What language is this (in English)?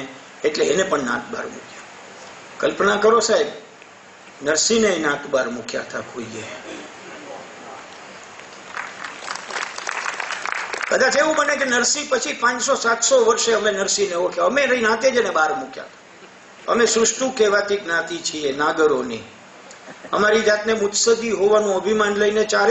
Gujarati